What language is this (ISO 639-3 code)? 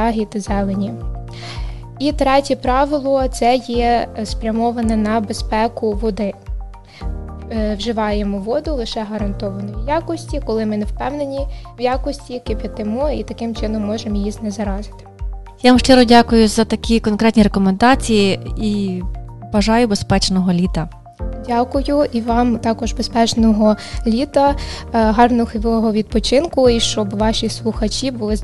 ukr